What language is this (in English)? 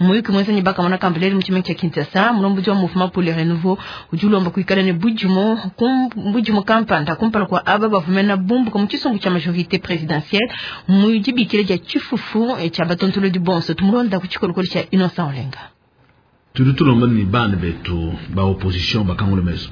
Luba-Lulua